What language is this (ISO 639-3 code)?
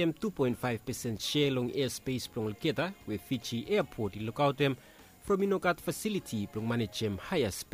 bis